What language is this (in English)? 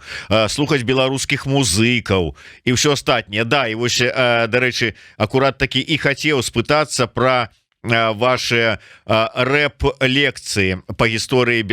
Belarusian